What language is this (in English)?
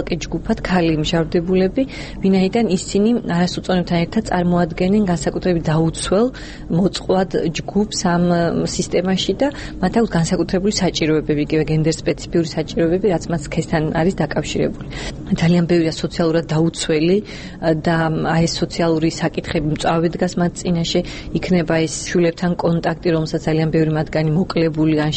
Georgian